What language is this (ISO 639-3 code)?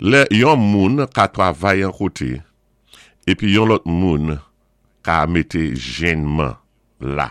acf